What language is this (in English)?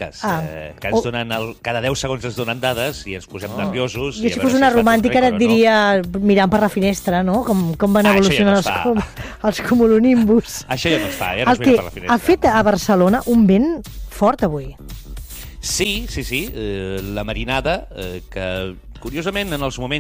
Catalan